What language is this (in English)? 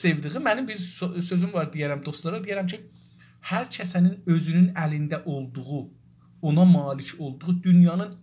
South Azerbaijani